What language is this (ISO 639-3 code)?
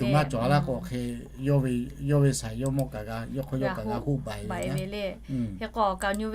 lhu